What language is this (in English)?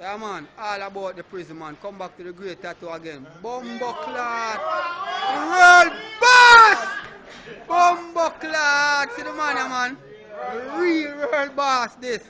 Jamaican Creole English